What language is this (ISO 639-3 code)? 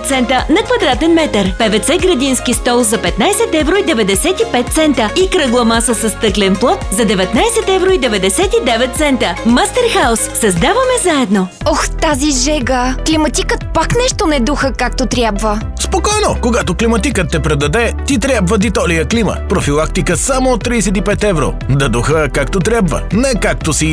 bul